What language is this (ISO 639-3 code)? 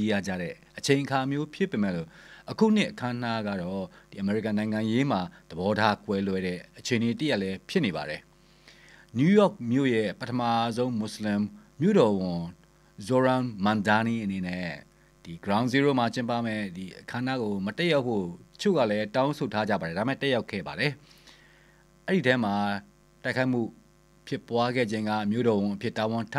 mya